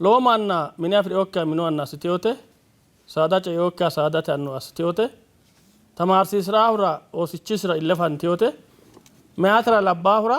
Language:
Sidamo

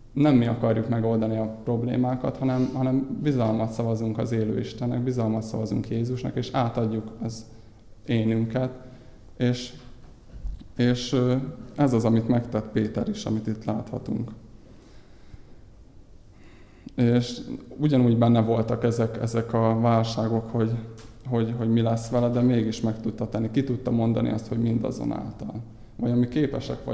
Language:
Hungarian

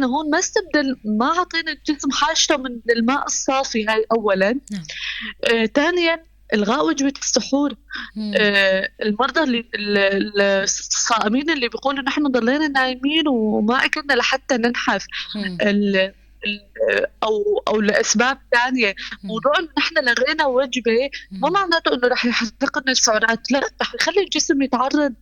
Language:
North Levantine Arabic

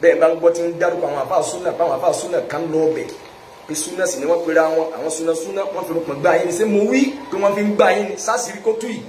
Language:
Yoruba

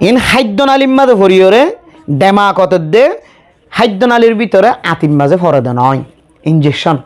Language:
Rohingya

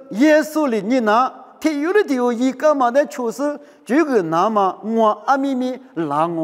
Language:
Lisu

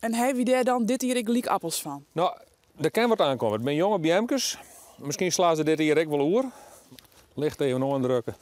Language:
Western Frisian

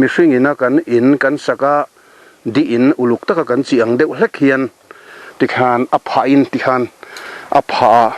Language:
Mizo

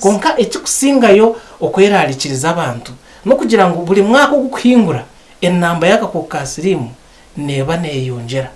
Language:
Nyankole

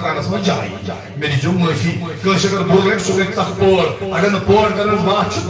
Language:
Kashmiri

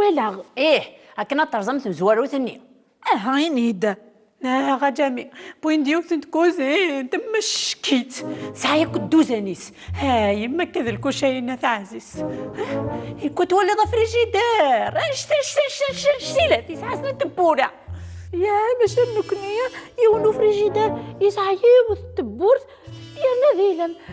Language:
Kabyle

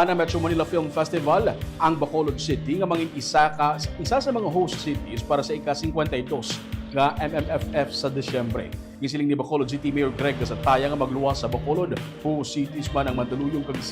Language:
Hiligaynon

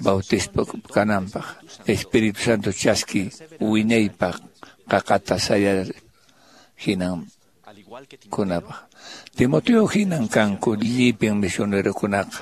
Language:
Quechua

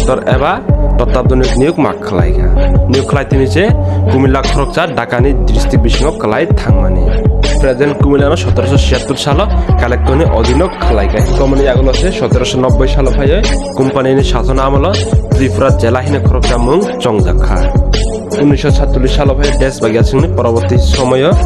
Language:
Kok Borok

